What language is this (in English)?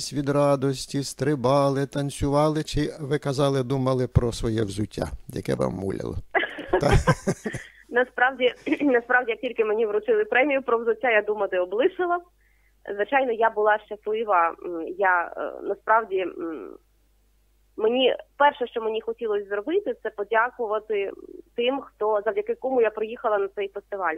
Ukrainian